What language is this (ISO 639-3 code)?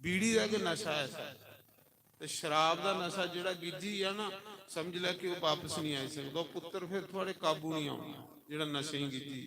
doi